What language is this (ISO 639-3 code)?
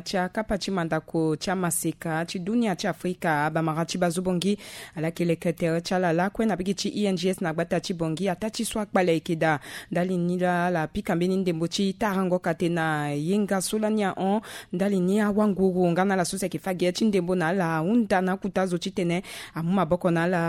sag